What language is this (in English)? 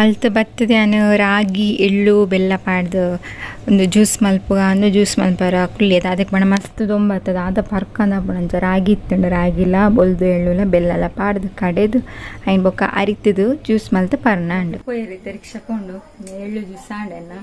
Tulu